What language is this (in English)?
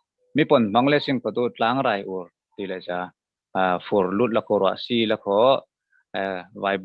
Falam Chin